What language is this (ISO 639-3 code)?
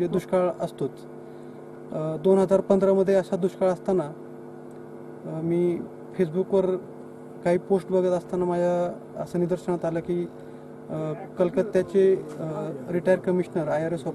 mar